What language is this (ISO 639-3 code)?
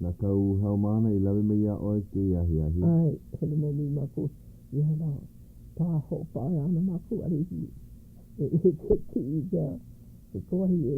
haw